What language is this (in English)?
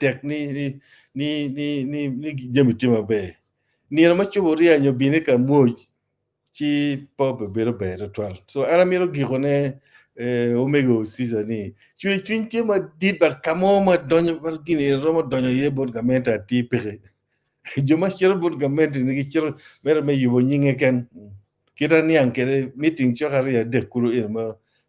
Acoli